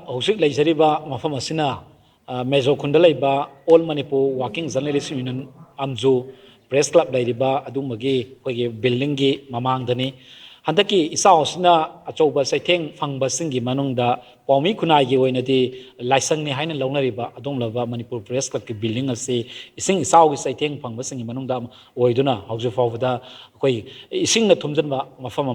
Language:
Manipuri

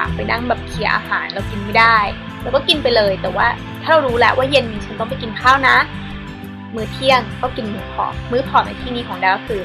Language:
Thai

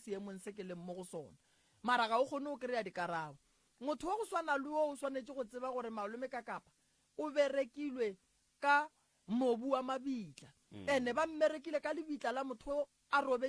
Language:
Northern Sotho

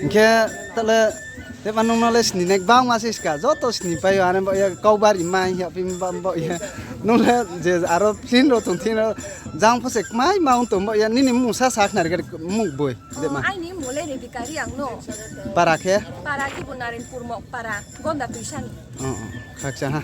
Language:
Riang (India)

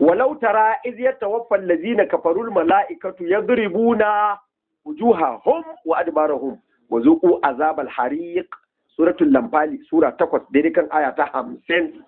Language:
Hausa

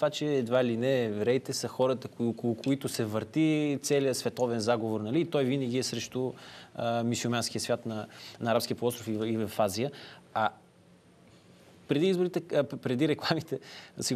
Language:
Bulgarian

